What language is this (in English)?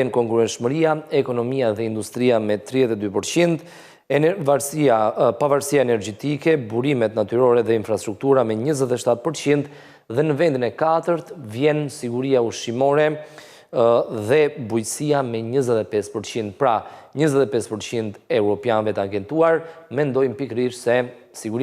Albanian